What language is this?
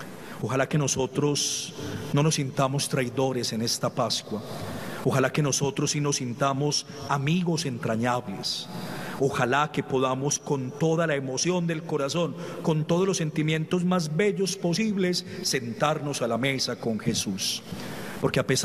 Spanish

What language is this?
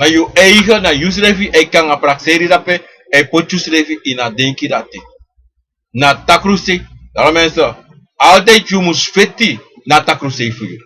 Sranan Tongo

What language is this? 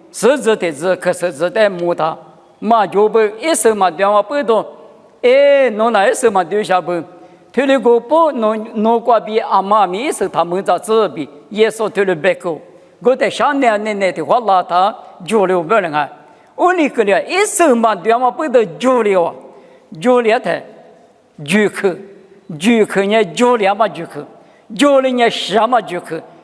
Lisu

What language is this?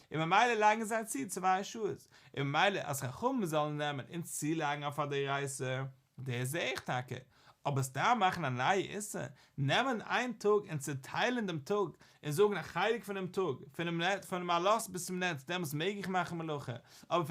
Yiddish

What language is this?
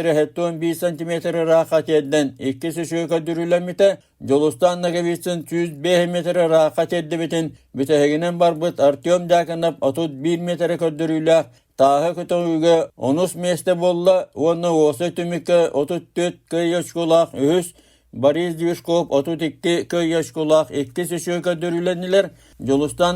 Yakut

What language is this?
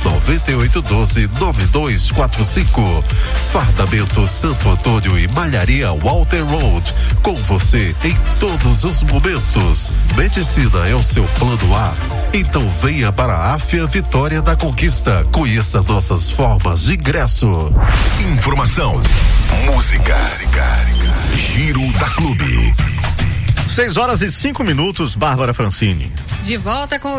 Portuguese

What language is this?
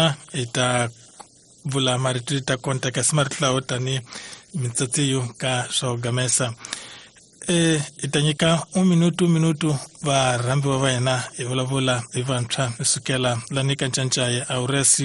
Tsonga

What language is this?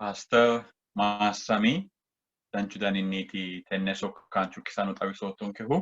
Sidamo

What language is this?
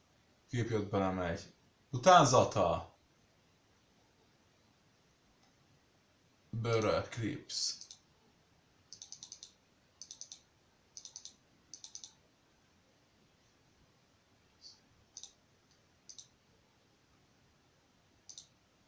Hungarian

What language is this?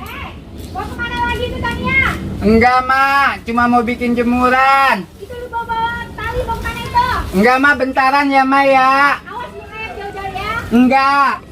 Betawi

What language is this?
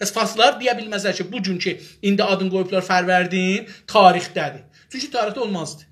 South Azerbaijani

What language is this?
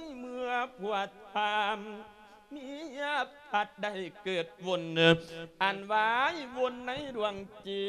Lao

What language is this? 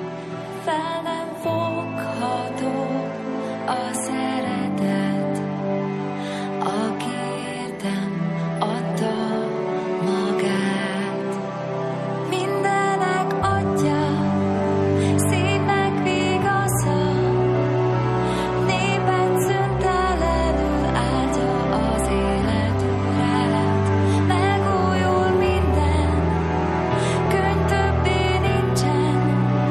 Hungarian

